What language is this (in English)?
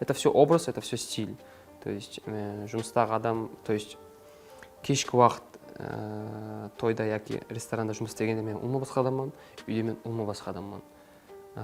Kara-Kalpak